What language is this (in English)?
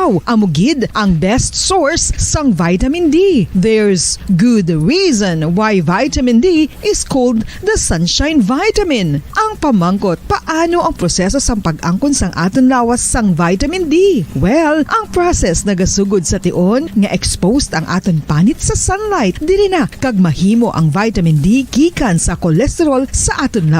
Hiligaynon